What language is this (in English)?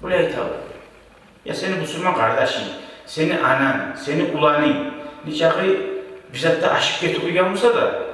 Kumyk